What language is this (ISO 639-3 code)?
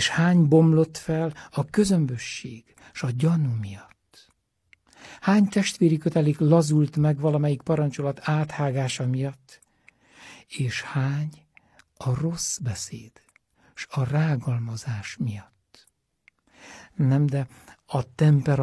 hun